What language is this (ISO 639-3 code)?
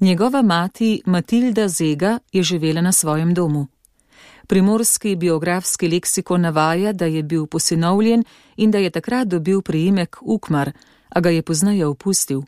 slv